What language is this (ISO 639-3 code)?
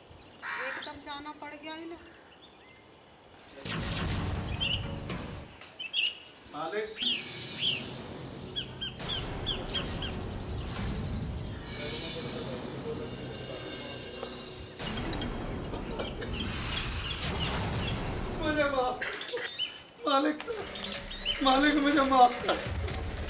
hin